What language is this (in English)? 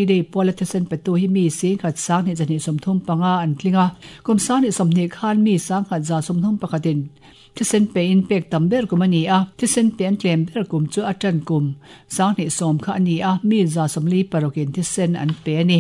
Mizo